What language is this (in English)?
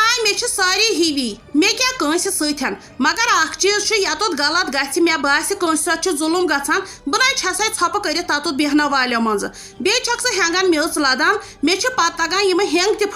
Kashmiri